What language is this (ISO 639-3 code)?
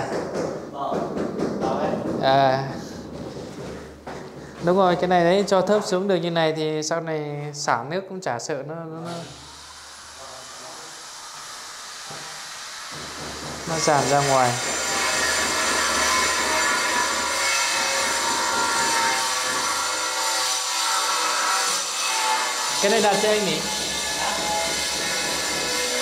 vie